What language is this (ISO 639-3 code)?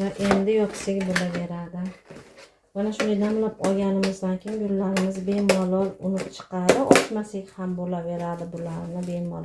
uzb